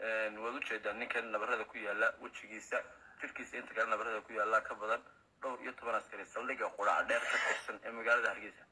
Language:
Somali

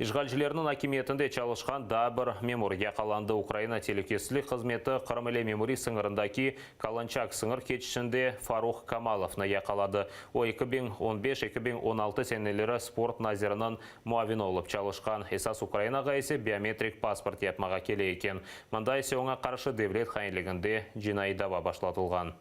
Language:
Crimean Tatar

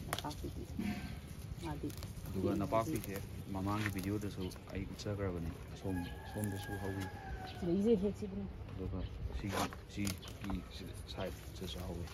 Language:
Manipuri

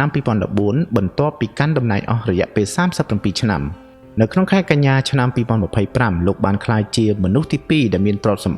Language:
Khmer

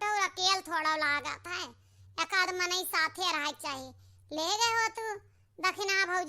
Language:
Awadhi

